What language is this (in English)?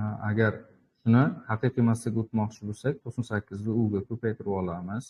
Uzbek